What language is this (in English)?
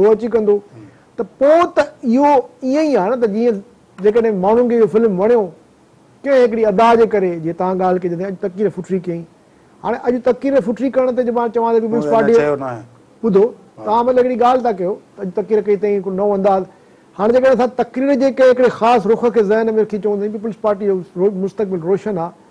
Sindhi